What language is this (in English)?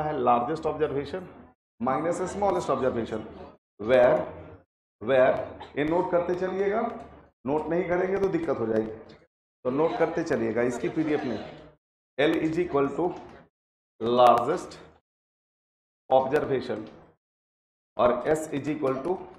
Hindi